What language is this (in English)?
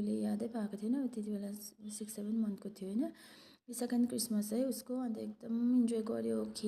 Nepali